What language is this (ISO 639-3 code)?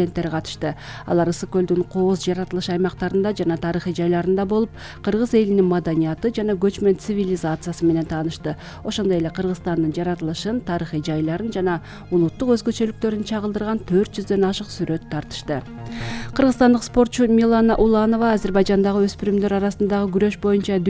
kir